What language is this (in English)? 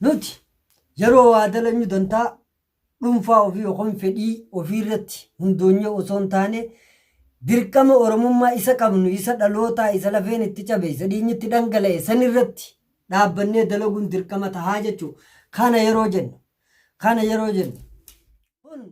Oromo